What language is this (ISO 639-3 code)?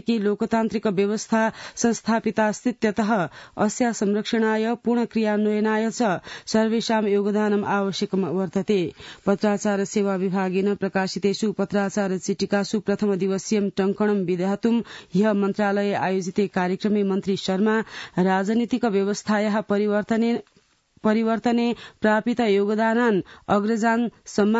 san